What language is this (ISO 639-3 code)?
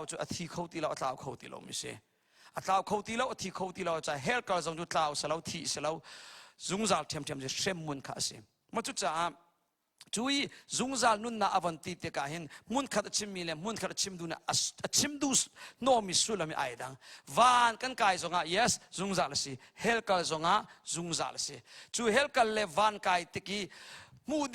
cnh